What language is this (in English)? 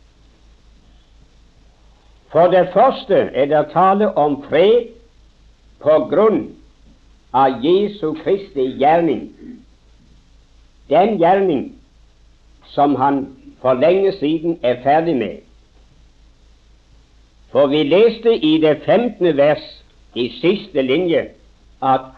Norwegian